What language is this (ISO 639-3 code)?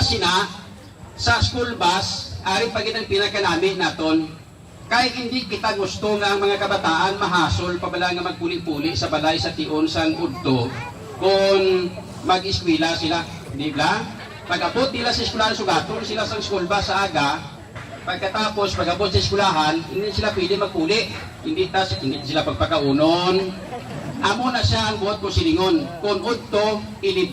hil